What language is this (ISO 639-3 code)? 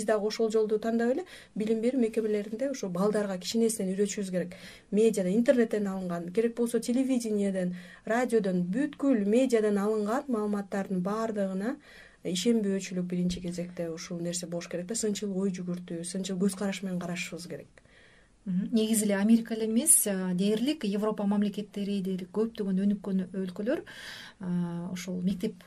kir